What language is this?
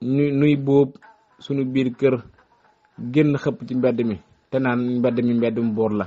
Wolof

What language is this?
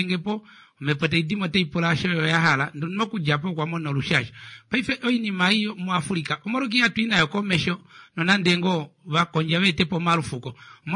Kuanyama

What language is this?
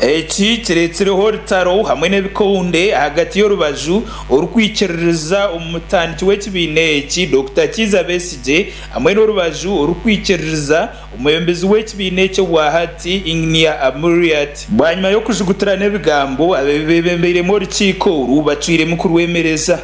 Nyankole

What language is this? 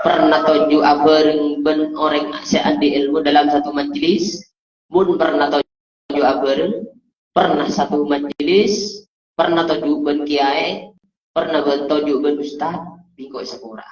Madurese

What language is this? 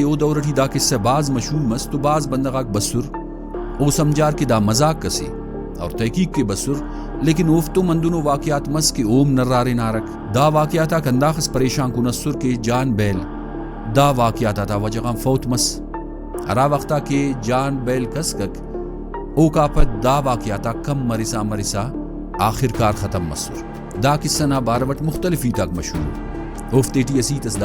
Brahui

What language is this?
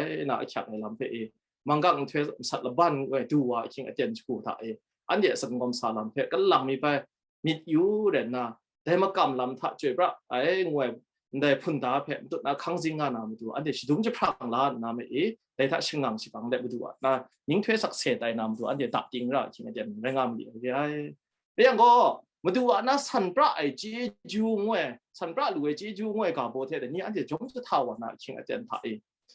Kachin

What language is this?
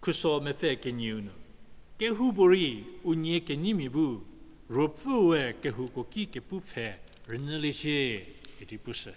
Angami Naga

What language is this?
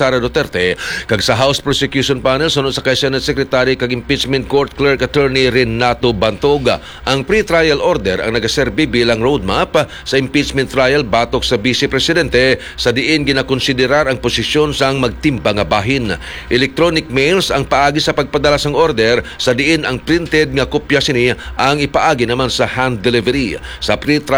Hiligaynon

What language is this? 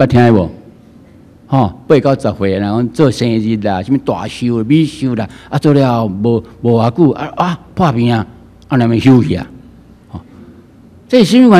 Min Nan Chinese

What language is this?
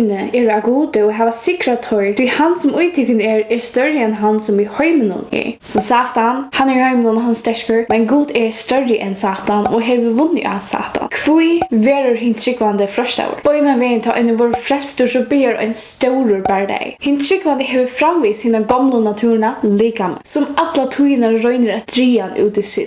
Faroese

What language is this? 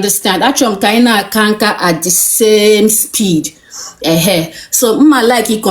Igbo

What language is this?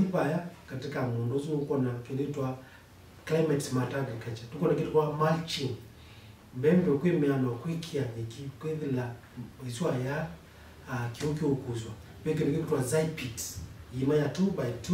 Kamba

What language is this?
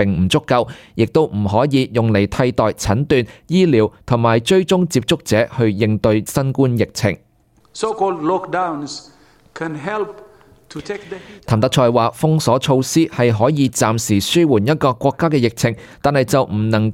Cantonese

